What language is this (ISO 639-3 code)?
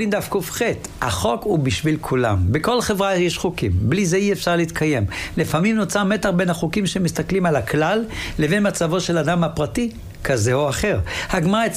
heb